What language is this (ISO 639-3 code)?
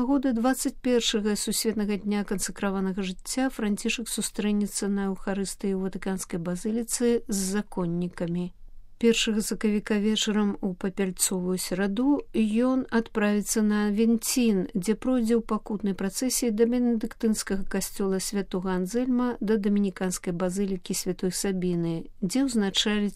bel